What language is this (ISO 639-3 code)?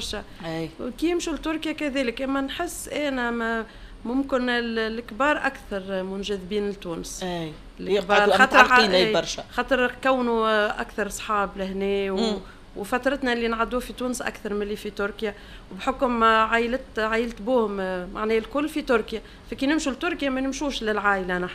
aeb